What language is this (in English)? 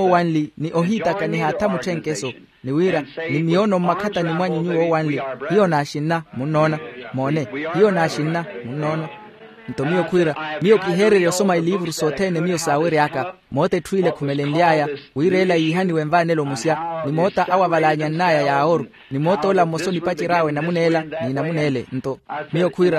Makhuwa